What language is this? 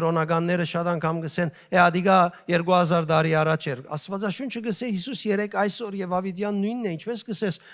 Western Armenian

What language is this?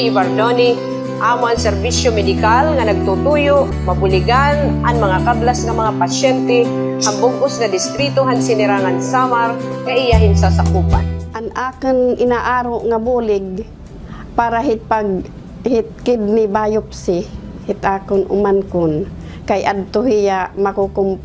Waray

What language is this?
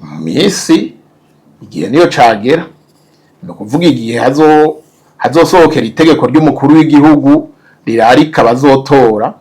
Rundi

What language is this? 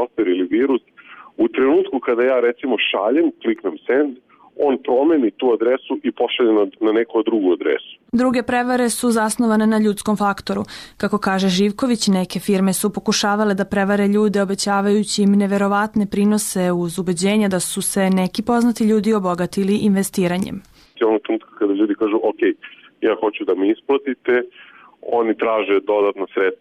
Serbian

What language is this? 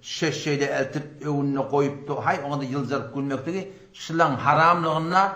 Turkmen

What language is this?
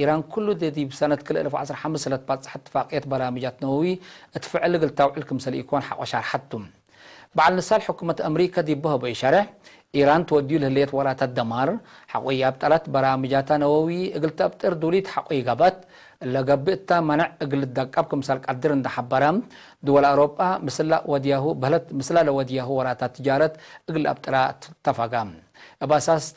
Tigre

